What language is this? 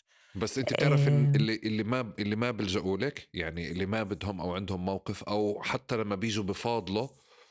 North Levantine Arabic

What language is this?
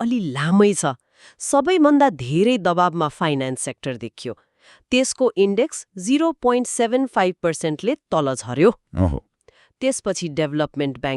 Nepali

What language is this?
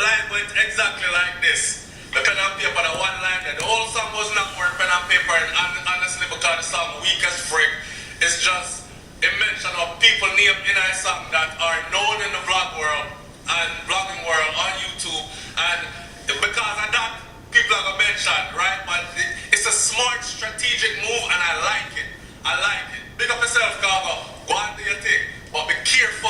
Jamaican Creole English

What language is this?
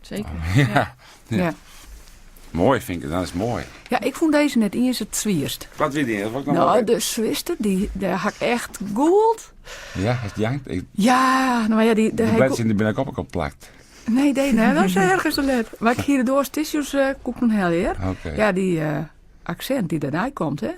Western Frisian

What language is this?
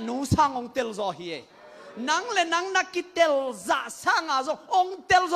Tedim Chin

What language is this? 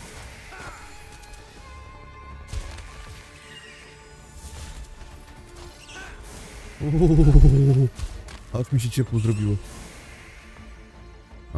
Polish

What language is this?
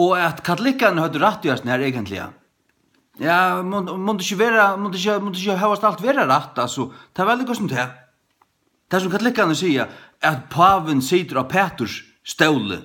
Faroese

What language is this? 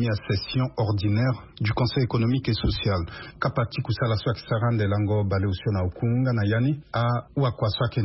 Sango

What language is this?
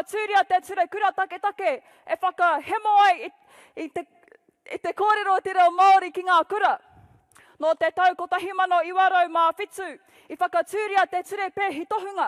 Māori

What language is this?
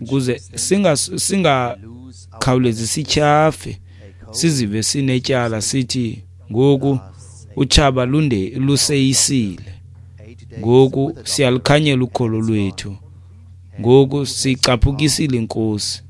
Xhosa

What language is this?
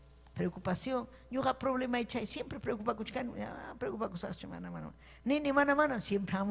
Ayacucho Quechua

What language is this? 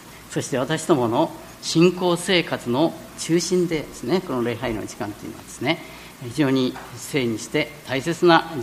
Japanese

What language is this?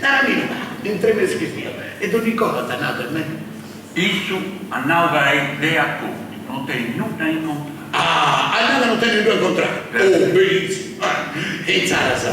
Sardinian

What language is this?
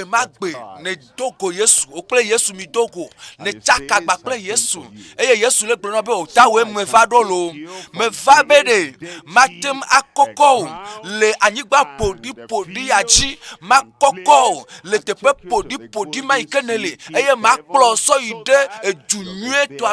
Ewe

